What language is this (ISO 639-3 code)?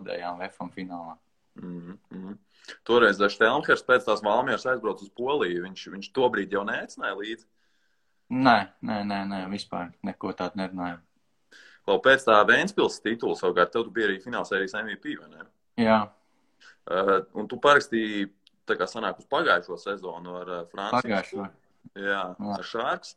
lav